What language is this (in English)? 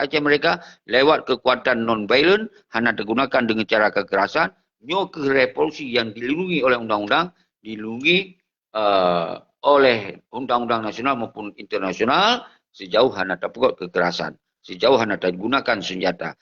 Achinese